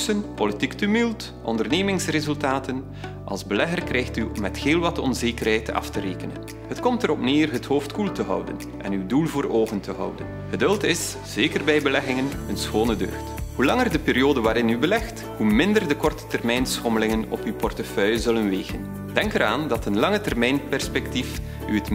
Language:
Dutch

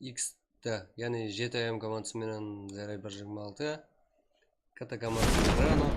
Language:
Kara-Kalpak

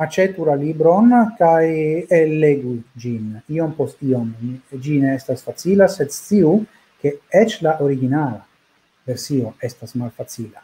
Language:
Esperanto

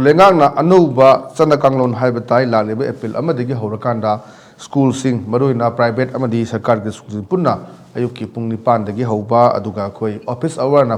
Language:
Manipuri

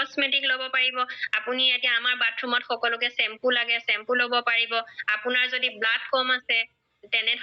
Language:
Assamese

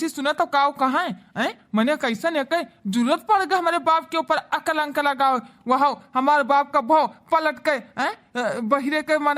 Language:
Awadhi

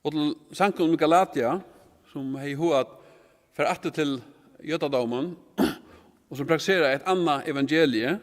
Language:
Faroese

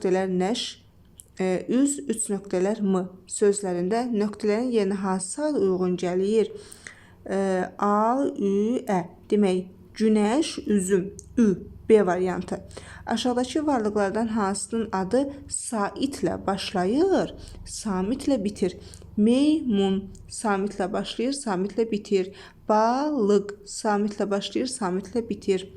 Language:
Azerbaijani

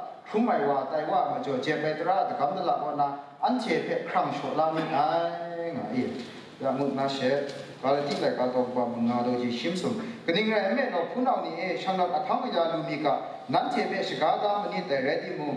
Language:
Kachin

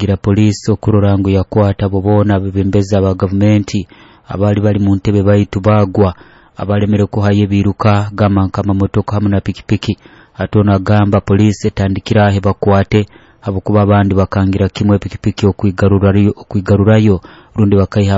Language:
Nyoro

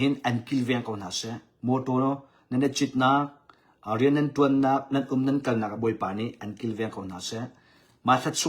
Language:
Hakha Chin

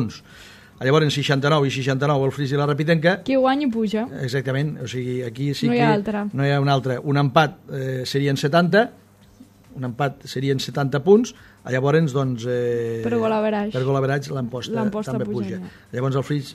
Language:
Catalan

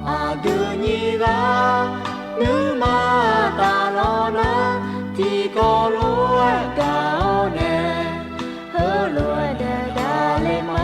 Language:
Akha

